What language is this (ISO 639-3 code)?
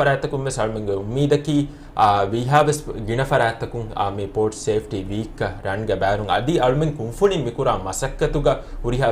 div